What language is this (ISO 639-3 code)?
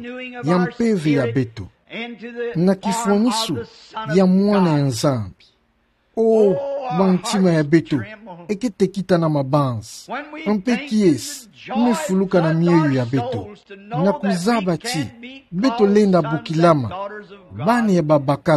ktu